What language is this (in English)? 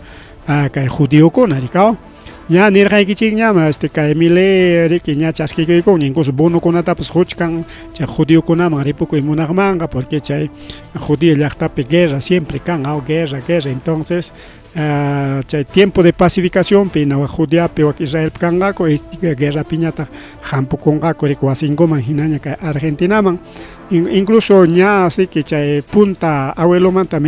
Ayacucho Quechua